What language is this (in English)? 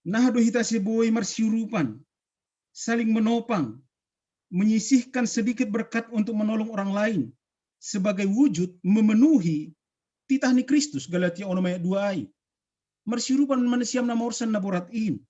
Batak Simalungun